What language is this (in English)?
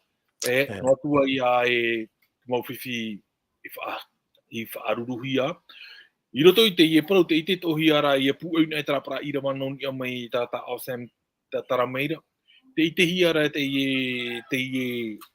Tahitian